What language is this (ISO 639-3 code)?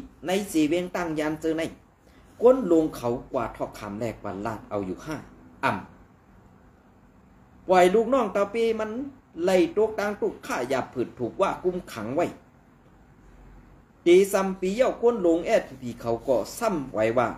shn